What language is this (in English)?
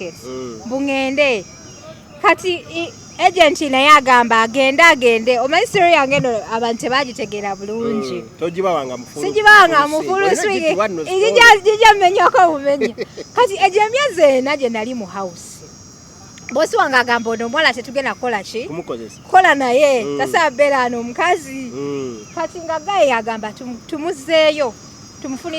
Ganda